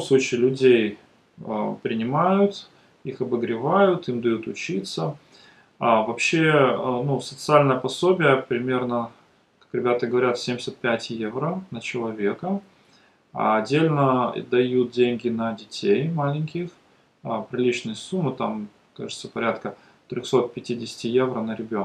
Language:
Russian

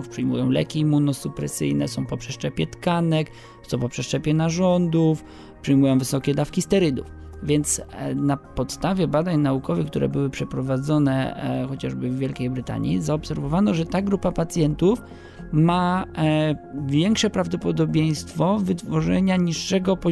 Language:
Polish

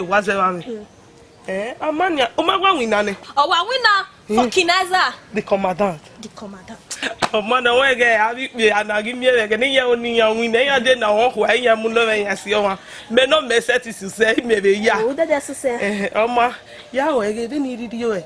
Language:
Bini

